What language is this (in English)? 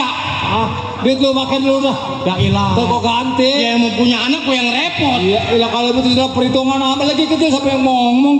Betawi